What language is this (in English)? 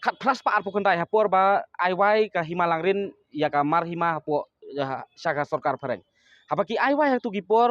Khasi